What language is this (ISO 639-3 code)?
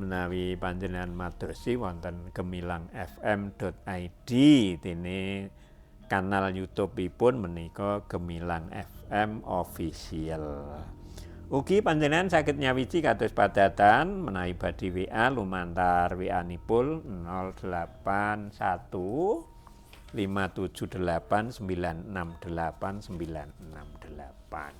jav